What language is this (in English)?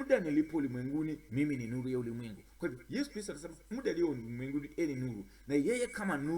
Swahili